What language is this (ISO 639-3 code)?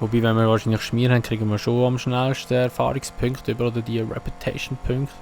gsw